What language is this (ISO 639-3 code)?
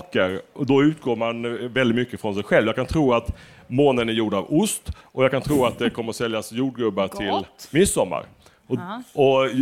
swe